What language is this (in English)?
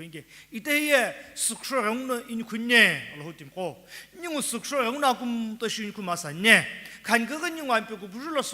Sumi Naga